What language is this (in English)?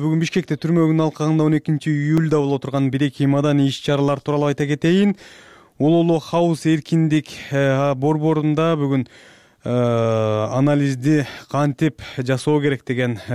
Kyrgyz